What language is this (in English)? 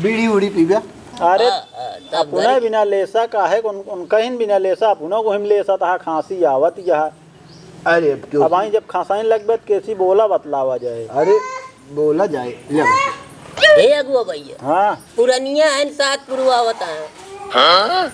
Awadhi